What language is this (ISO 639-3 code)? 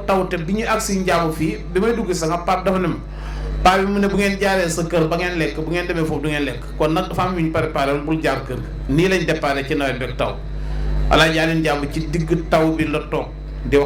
wol